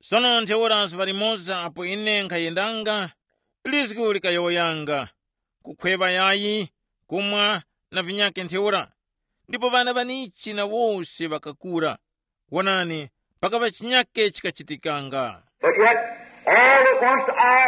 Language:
Tumbuka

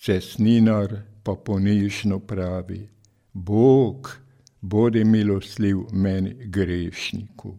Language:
Slovenian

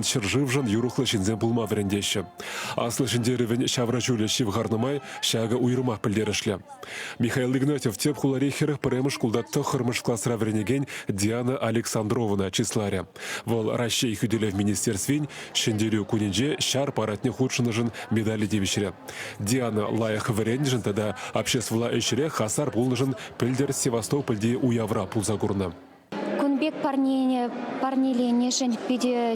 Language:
Chuvash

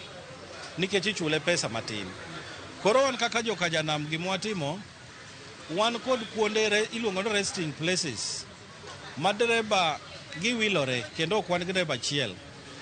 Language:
Luo (Kenya and Tanzania)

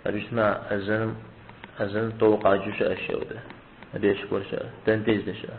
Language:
Kabardian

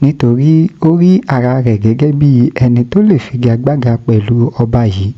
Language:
Yoruba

